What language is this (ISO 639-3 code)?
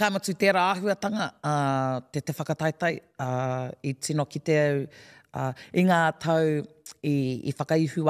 mri